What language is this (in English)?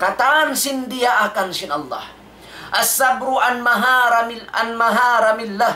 Tausug